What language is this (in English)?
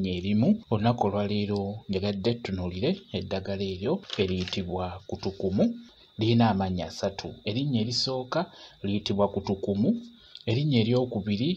Ganda